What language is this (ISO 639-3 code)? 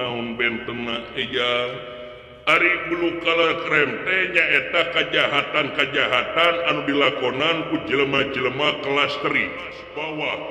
sun